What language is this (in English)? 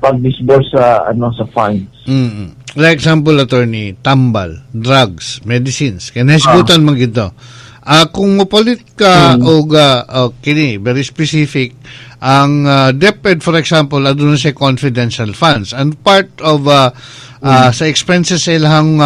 Cebuano